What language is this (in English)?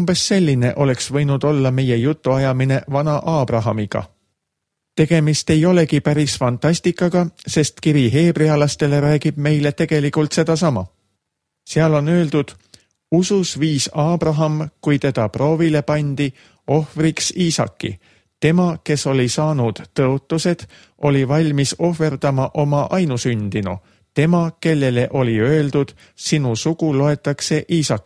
Estonian